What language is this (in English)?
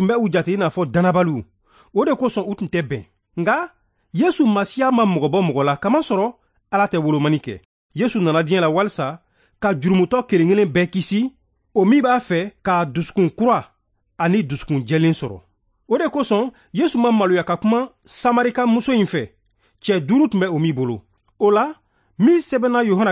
Bambara